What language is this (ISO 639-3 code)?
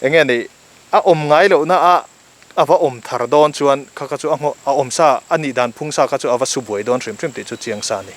lus